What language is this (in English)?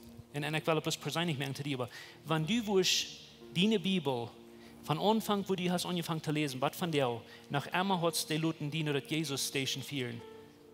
Plautdietsch